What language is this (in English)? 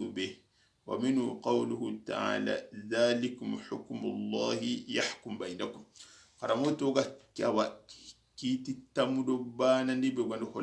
Soninke